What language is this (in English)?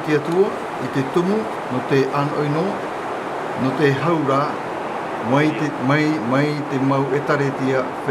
Tahitian